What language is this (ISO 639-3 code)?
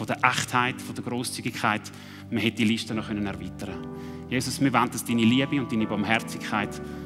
gsw